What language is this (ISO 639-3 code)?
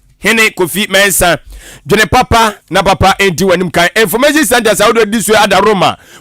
aka